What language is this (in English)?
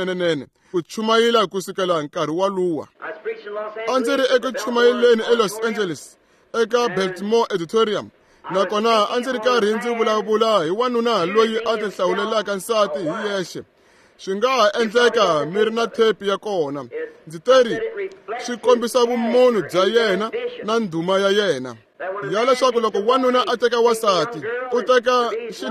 Tsonga